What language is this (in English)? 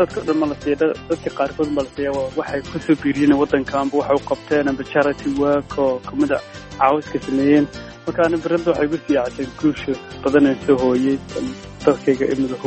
Somali